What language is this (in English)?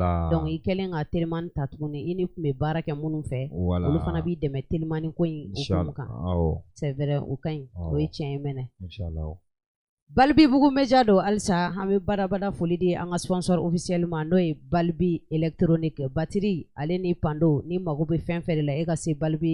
Bambara